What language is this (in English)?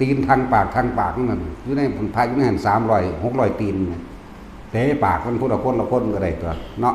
Northeastern Thai